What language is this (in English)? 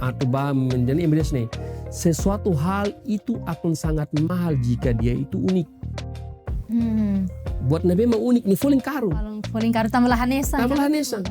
Tetum